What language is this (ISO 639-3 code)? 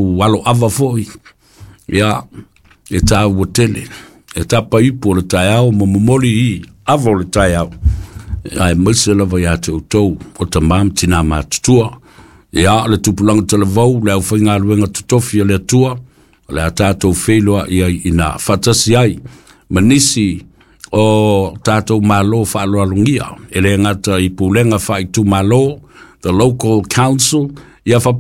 smo